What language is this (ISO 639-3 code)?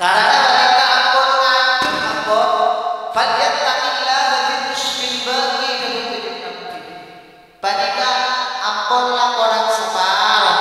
mad